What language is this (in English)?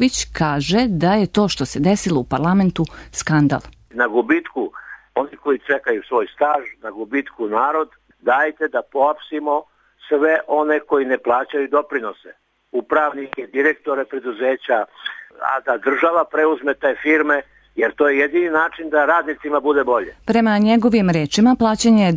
Serbian